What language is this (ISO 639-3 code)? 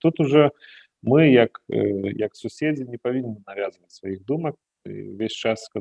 bel